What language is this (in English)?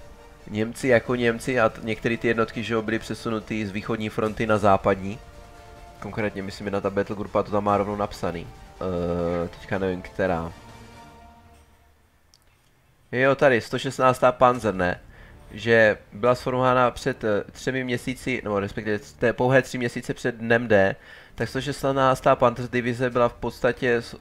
Czech